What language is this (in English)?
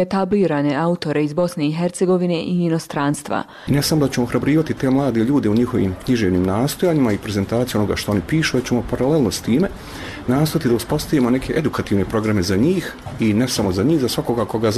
Bosnian